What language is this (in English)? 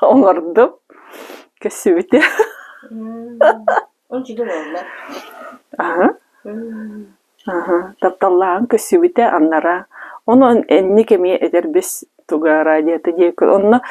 Yakut